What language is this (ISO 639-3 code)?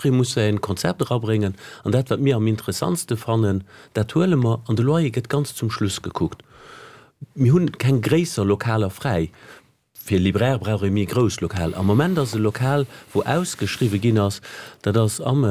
ltz